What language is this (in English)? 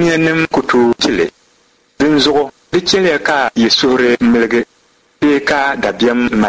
Dagbani